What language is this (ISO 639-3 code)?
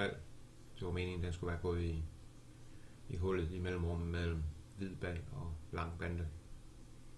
dan